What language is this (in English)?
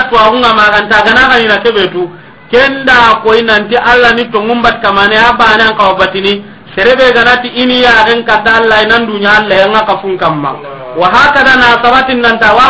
Soninke